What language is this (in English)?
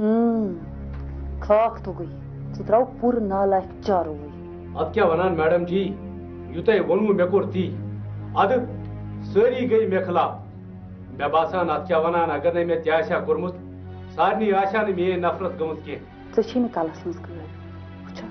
Kashmiri